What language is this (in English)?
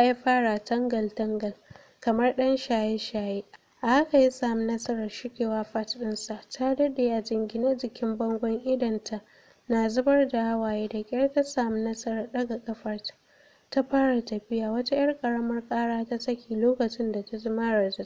Hausa